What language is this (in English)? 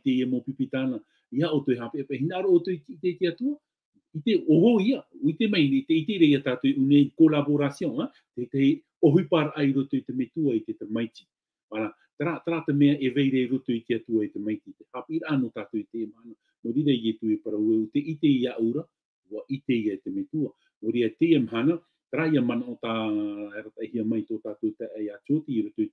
Tahitian